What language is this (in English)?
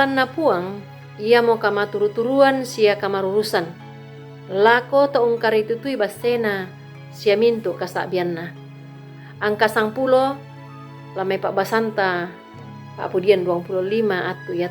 Toraja-Sa'dan